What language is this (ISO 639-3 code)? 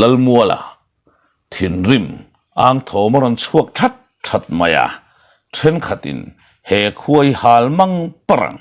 lus